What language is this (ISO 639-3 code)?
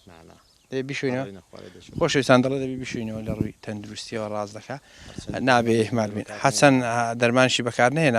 ckb